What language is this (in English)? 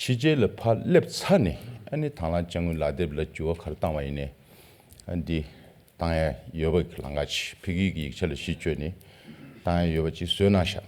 Tibetan